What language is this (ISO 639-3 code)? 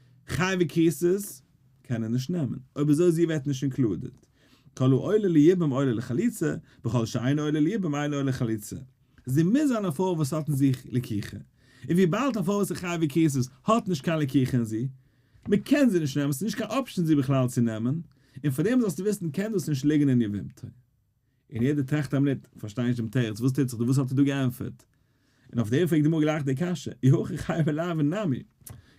yid